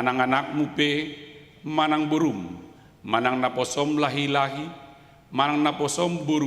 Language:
Batak Toba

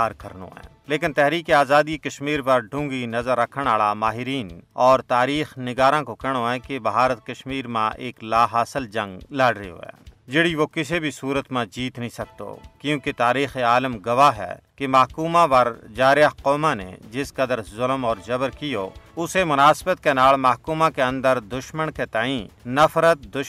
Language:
Gujari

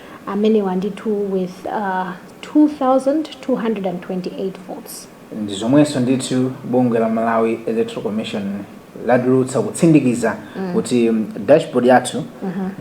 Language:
Nyanja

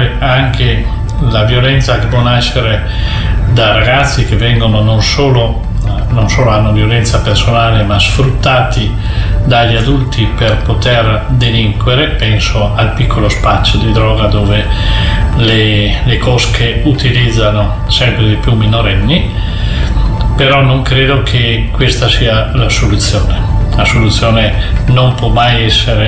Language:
Italian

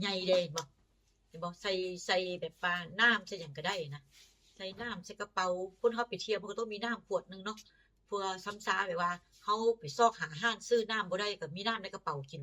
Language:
Northeastern Thai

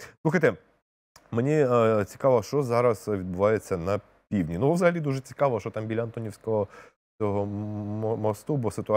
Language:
Ukrainian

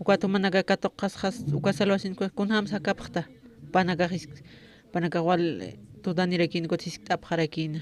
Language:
Aymara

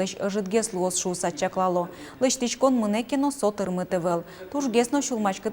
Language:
Udmurt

